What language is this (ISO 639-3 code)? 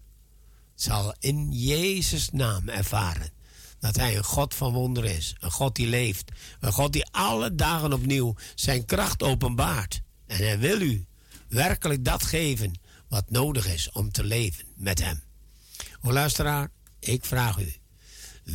nld